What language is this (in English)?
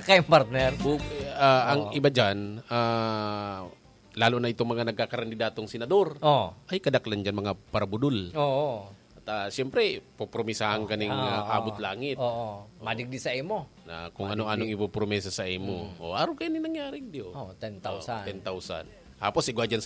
Bikol